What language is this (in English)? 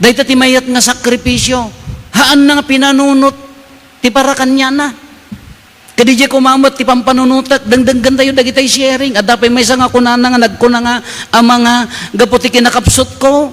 Iloko